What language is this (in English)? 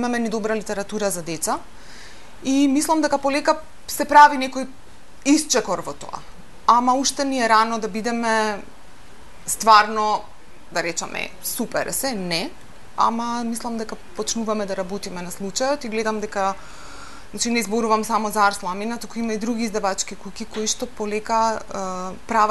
Macedonian